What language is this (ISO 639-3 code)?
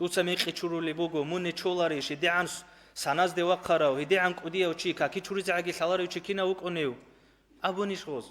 ava